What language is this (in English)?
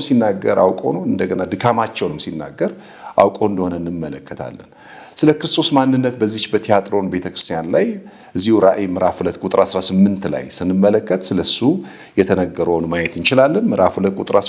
Amharic